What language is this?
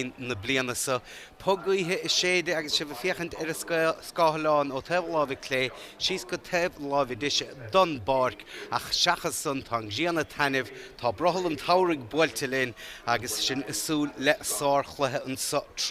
Irish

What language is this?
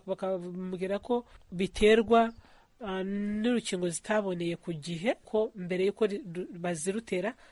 Kinyarwanda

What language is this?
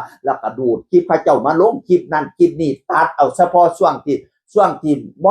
Northeastern Thai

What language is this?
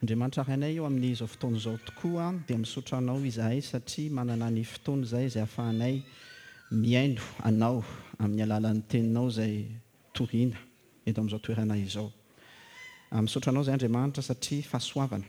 Malagasy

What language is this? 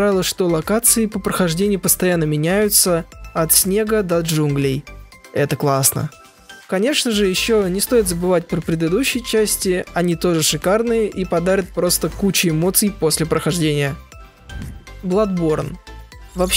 Russian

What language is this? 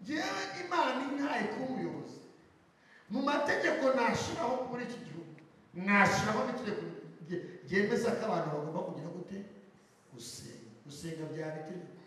Kinyarwanda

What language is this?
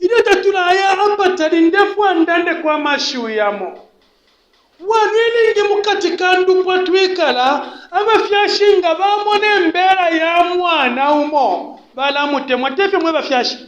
Bemba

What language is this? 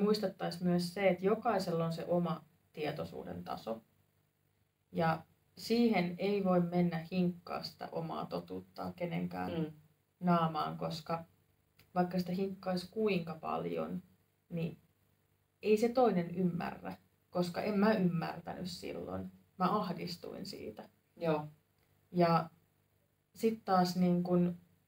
Finnish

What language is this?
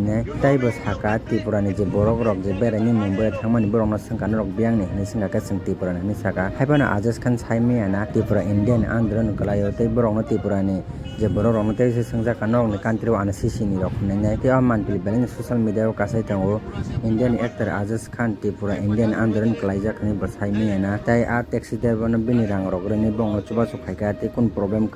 Kok Borok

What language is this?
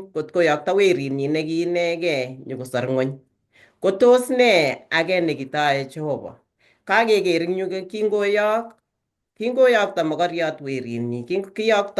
Kalenjin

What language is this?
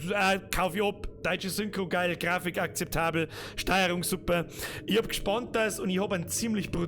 Bavarian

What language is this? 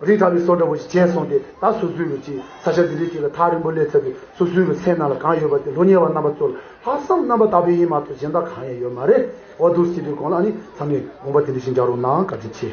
Tibetan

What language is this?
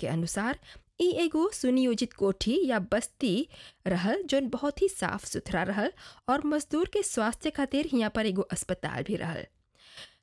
Bhojpuri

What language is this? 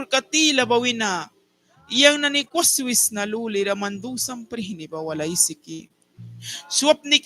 Mískito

